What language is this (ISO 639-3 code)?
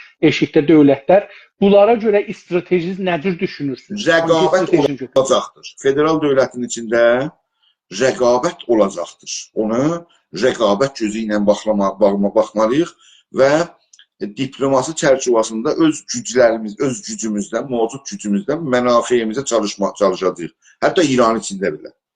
azb